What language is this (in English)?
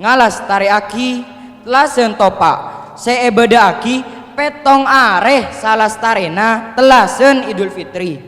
Madurese